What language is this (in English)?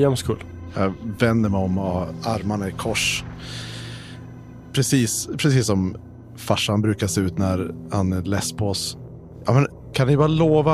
Swedish